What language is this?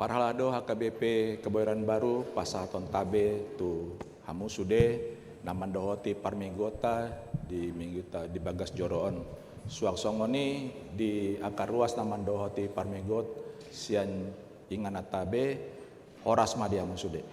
Batak Toba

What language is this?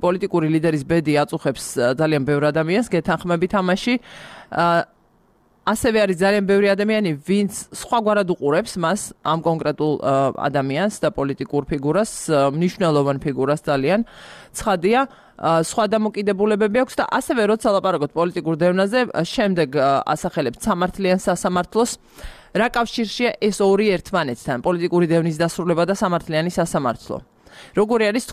Georgian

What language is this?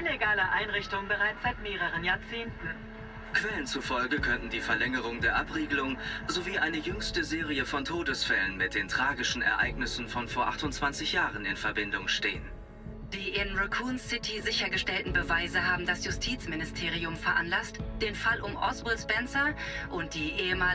Bavarian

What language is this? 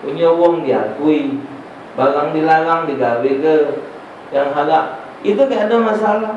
Musi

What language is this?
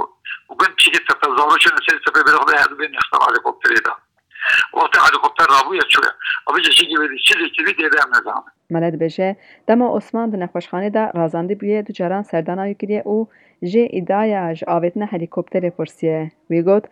Kurdish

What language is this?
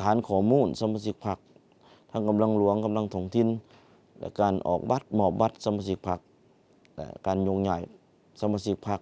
Lao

